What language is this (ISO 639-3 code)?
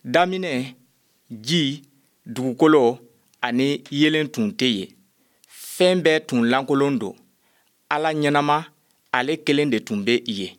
bam